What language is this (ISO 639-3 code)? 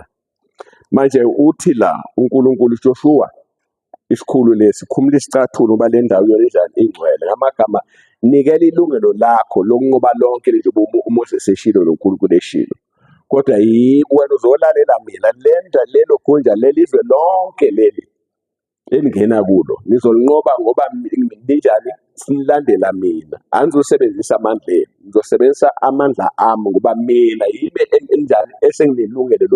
zul